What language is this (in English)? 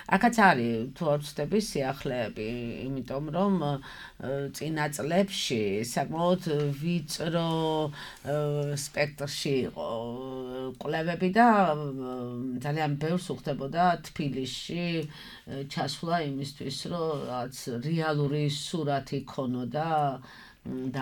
Georgian